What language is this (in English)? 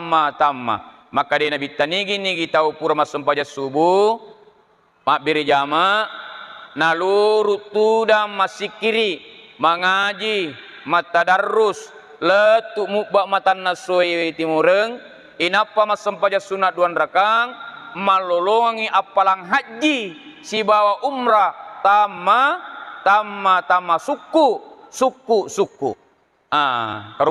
Buginese